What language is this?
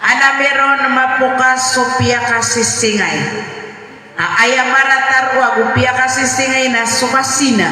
Maranao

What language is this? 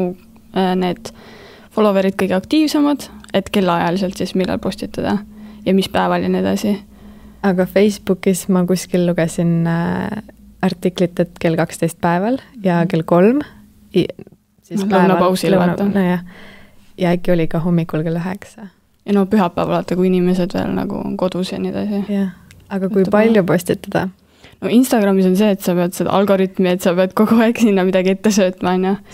Estonian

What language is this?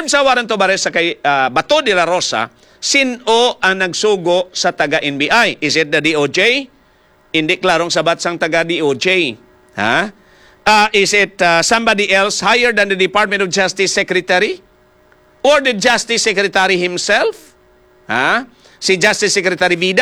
Hiligaynon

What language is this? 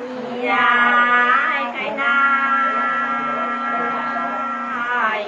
Nung (Viet Nam)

